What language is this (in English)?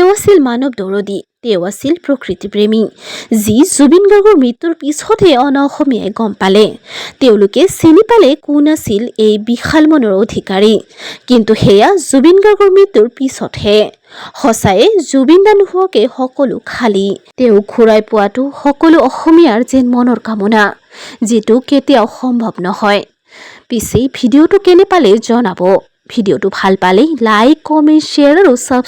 Assamese